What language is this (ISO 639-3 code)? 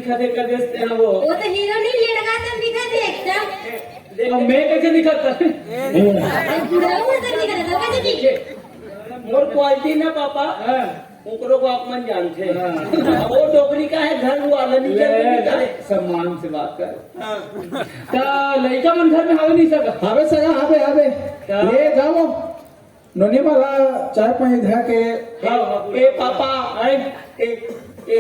hne